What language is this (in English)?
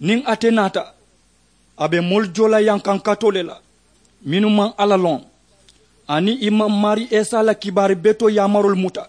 Mandingo